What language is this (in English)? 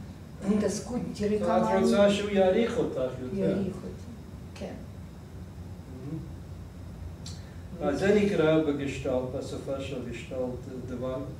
Hebrew